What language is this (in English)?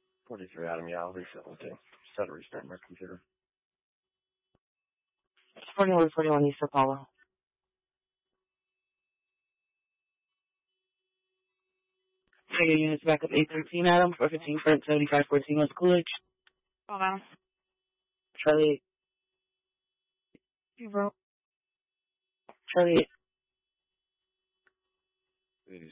English